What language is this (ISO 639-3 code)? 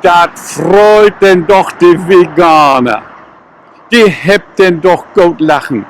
nds